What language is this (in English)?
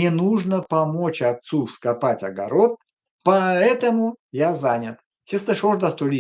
Erzya